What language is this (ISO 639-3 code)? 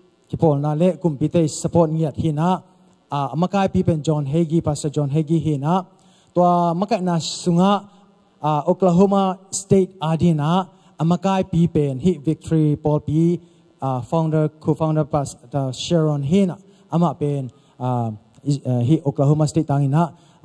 ctd